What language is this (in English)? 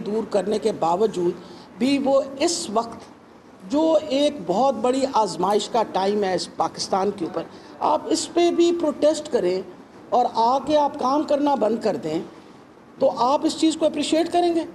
Urdu